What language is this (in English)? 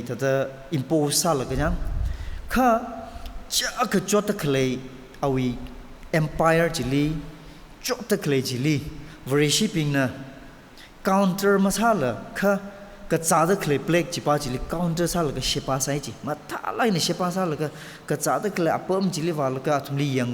Tangkhul Naga (India)